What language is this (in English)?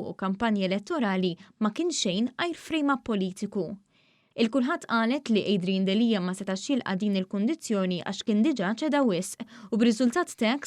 Maltese